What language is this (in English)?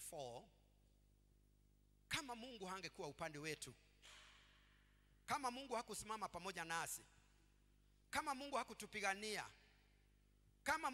Swahili